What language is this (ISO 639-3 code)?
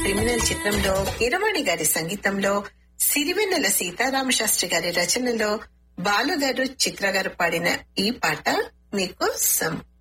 tel